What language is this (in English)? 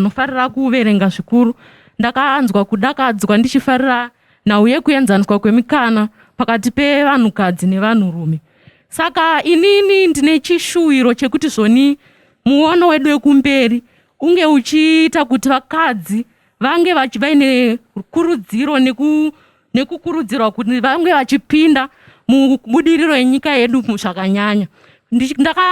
Shona